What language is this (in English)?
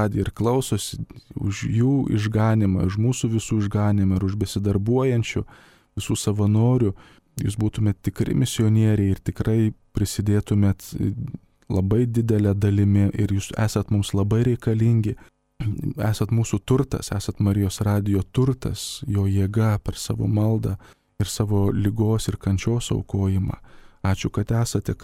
Lithuanian